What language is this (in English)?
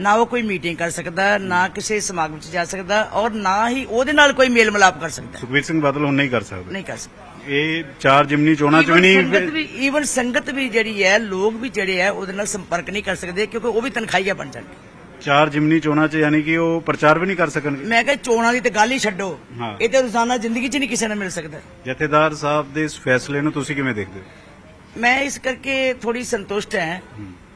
Punjabi